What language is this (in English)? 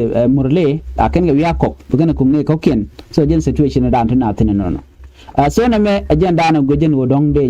Nuer